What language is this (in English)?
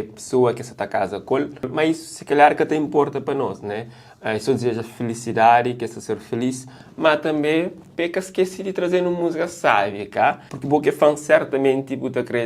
Kabuverdianu